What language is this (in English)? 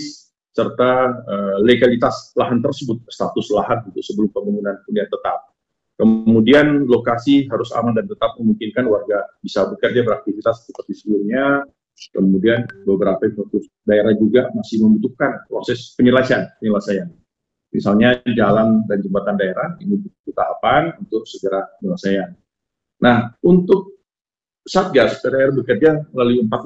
Indonesian